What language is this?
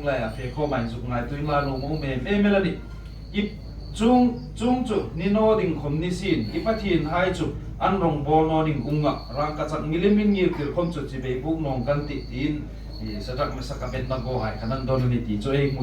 Hmar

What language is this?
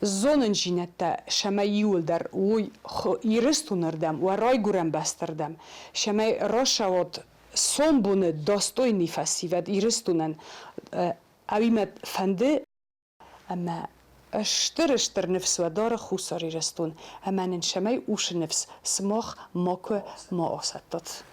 Ossetic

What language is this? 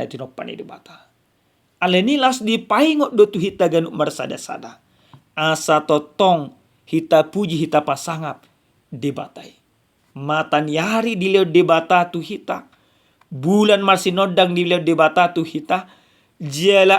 Batak Toba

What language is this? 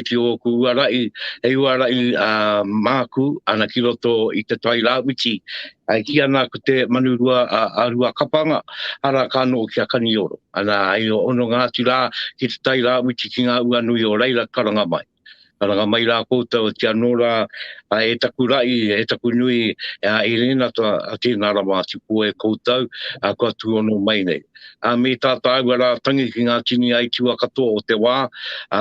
Māori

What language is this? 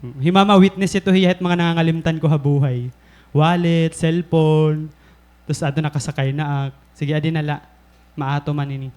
Waray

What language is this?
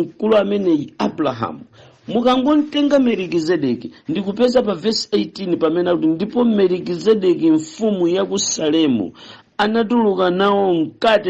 Nyanja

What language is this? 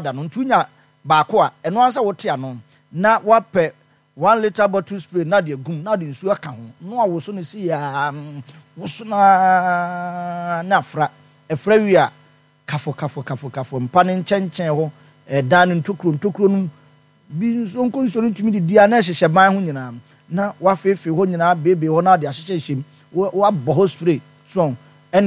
Akan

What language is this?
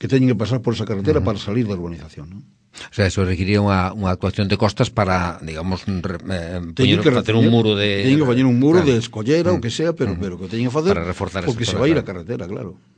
Galician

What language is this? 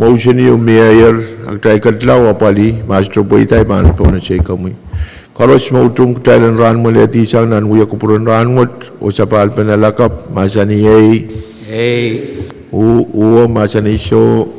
Pohnpeian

